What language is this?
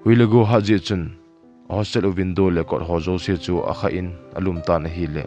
Thado Chin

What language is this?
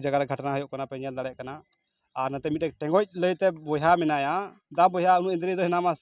Santali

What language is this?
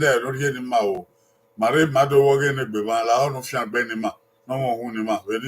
Bini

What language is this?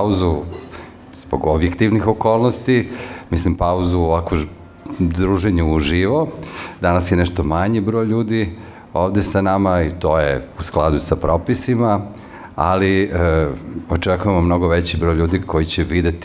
Serbian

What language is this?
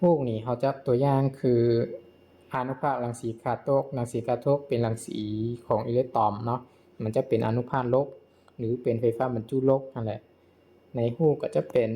Lao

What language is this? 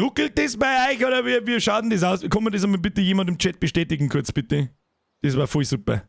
Bavarian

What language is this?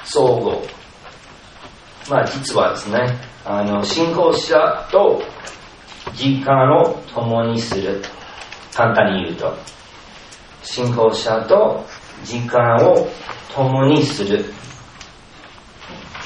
Japanese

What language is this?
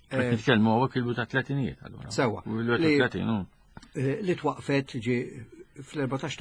Maltese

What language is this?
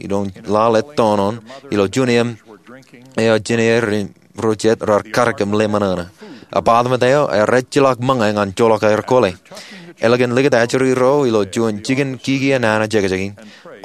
Marshallese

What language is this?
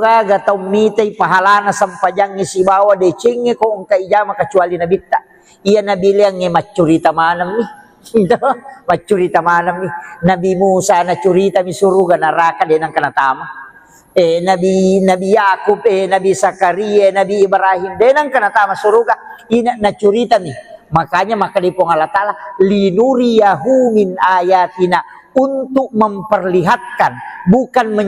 Buginese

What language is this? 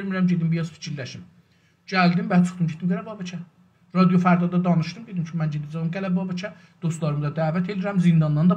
South Azerbaijani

